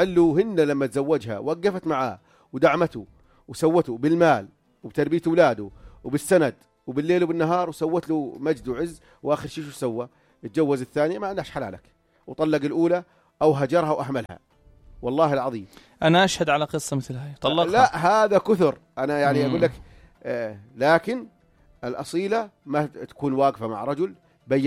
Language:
North Levantine Arabic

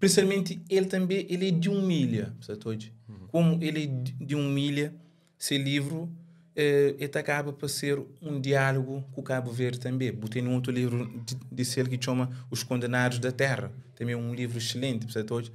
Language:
Kabuverdianu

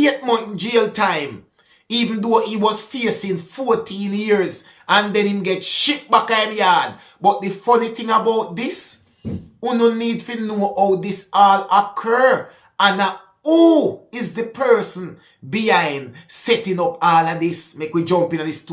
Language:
Jamaican Creole English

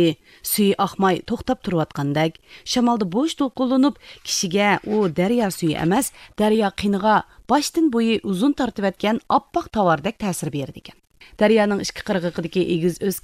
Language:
Uyghur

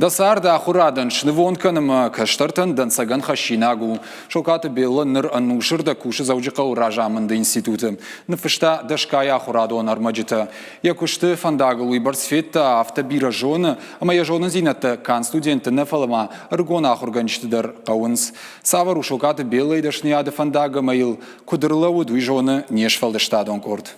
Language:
Ossetic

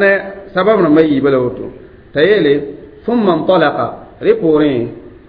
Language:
Mossi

